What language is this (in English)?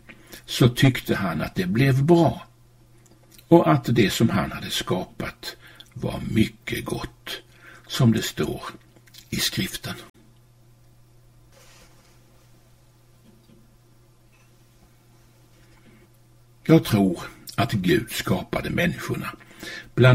Swedish